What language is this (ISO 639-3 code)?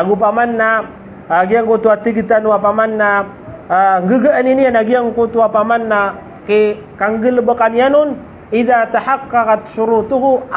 mrw